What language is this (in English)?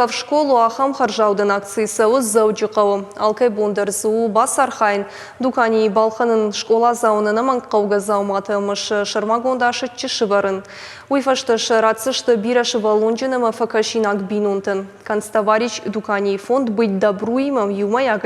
Ossetic